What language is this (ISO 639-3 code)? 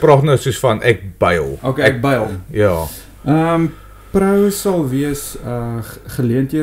afr